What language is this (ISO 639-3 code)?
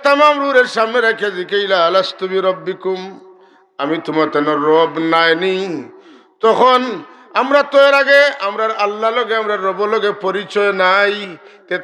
syl